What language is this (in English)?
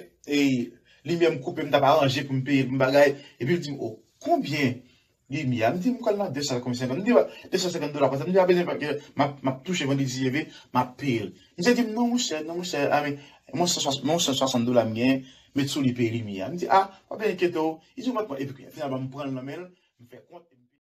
Haitian Creole